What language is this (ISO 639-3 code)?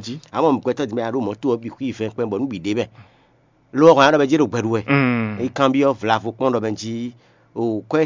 fon